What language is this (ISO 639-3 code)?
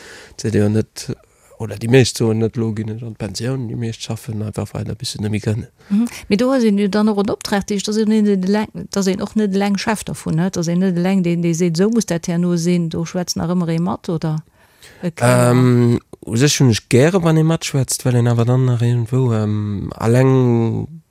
ltz